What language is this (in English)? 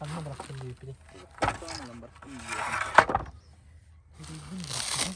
Yakut